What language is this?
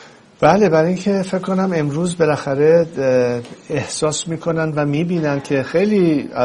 Persian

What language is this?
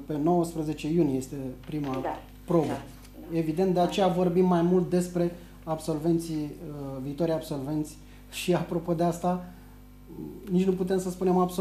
Romanian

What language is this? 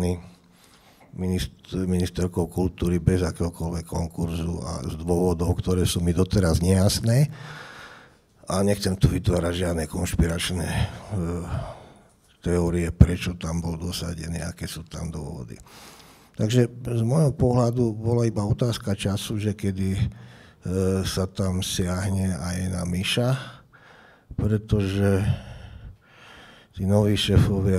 Slovak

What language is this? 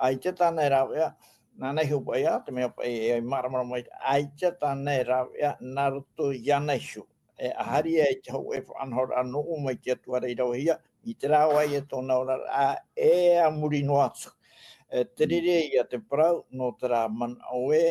Tahitian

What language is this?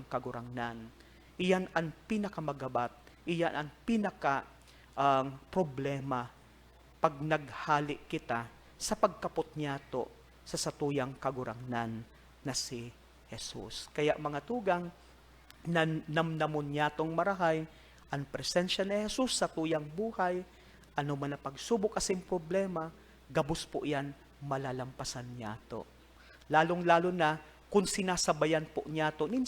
Bikol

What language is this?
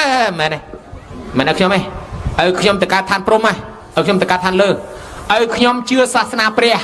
Khmer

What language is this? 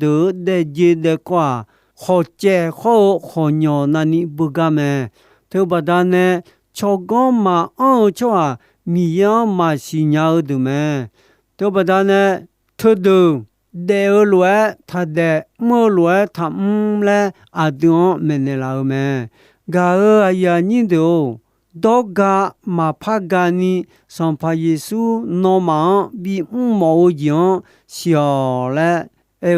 Akha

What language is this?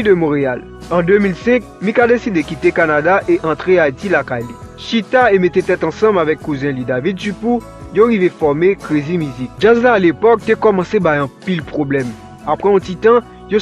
Haitian Creole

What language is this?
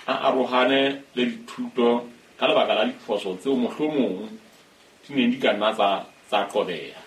Southern Sotho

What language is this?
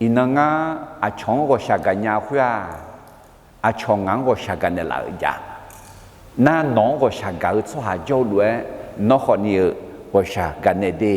Akha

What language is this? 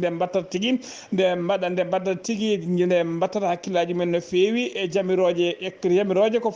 Fula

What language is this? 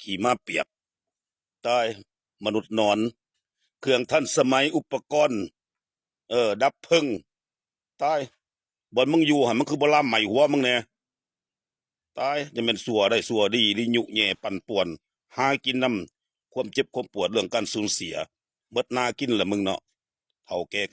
Lao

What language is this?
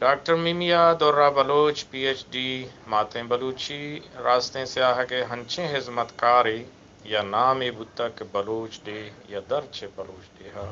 Eastern Balochi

